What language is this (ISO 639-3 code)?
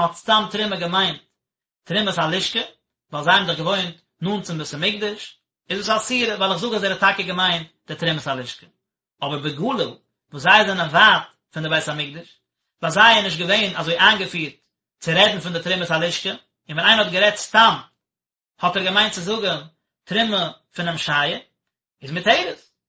yid